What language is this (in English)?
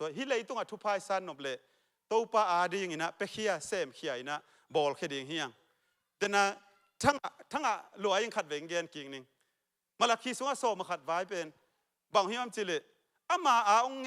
Tedim Chin